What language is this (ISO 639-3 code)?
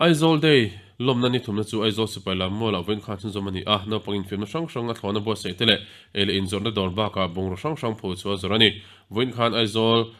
lus